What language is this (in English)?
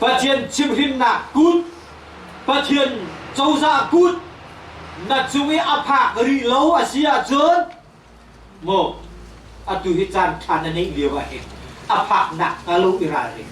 Hakha Chin